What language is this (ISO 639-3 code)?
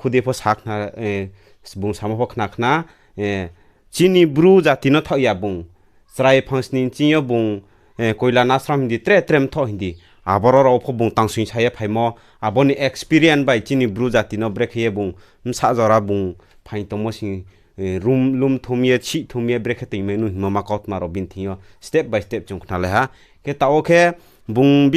ria